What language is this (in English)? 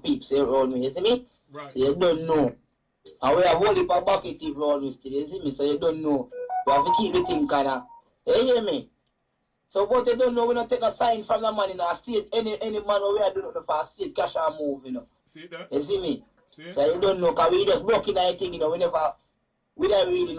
Jamaican Creole English